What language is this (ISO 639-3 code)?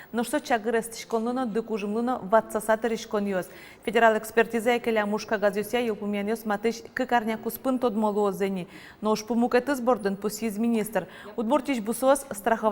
udm